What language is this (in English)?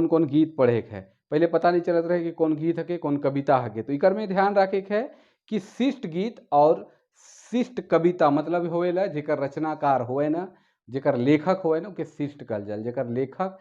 Sadri